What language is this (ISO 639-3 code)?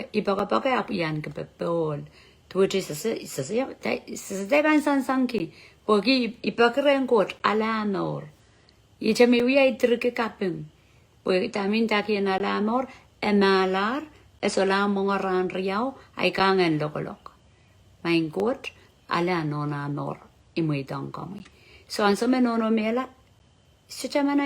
pon